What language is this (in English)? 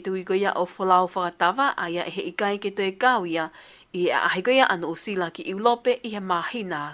Tongan